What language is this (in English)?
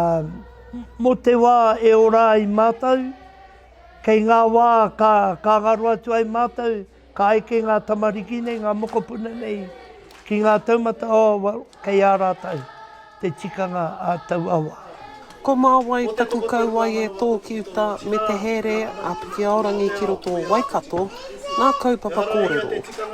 Māori